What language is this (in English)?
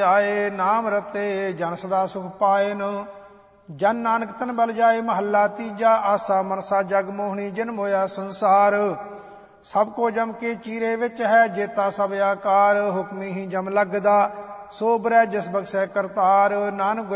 Punjabi